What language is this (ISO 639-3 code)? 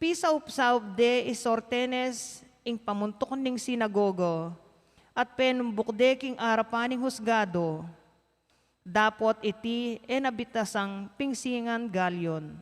pam